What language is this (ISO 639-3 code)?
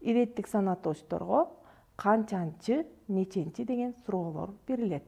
kir